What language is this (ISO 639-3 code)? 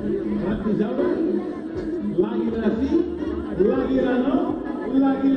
cat